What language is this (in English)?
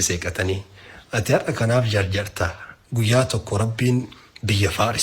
Oromo